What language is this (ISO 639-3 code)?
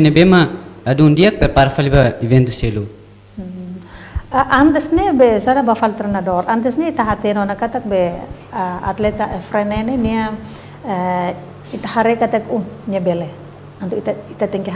tet